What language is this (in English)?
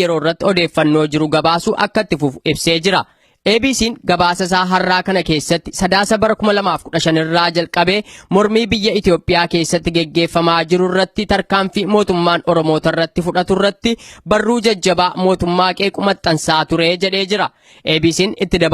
Oromo